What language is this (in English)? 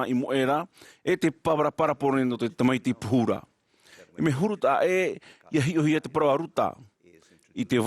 Tahitian